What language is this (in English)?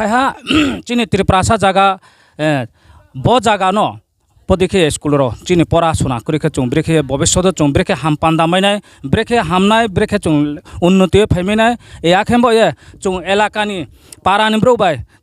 Riang (India)